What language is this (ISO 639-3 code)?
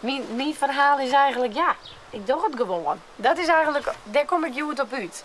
fry